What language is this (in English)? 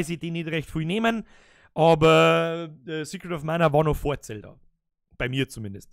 Bavarian